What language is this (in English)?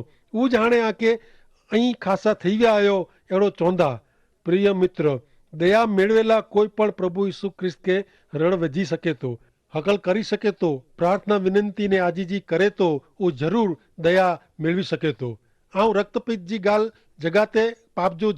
Kachhi